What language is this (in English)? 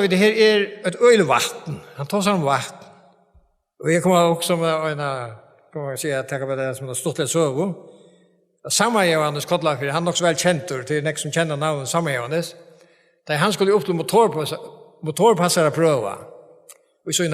Faroese